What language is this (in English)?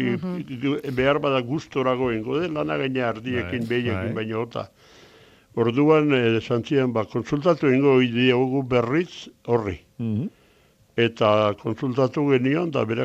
Basque